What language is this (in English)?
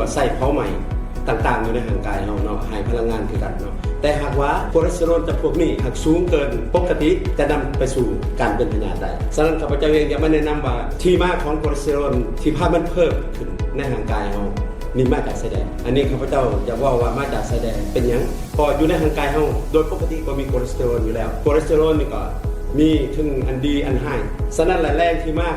Lao